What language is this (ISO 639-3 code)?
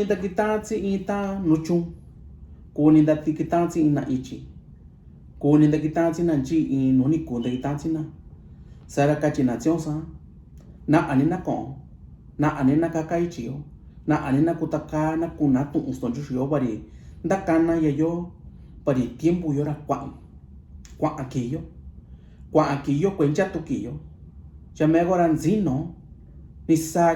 mix